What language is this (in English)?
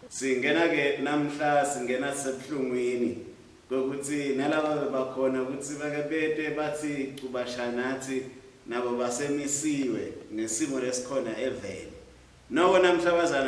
Swati